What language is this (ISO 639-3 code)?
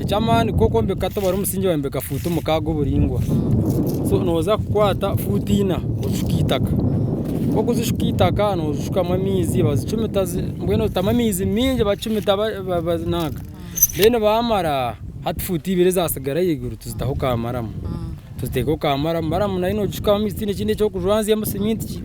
nyn